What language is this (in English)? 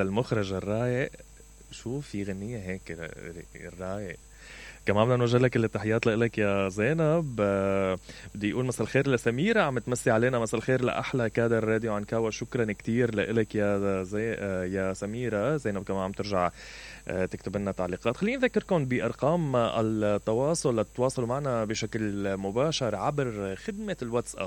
Mesopotamian Arabic